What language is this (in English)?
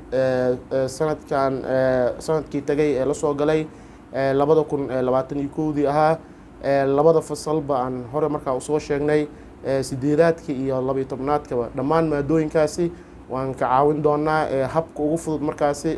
Somali